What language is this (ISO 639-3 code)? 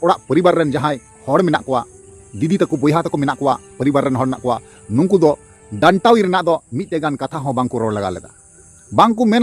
sat